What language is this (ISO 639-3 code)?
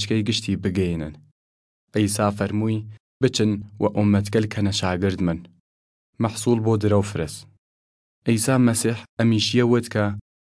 sdh